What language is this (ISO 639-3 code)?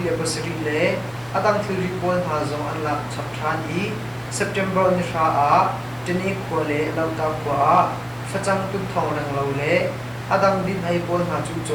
cnh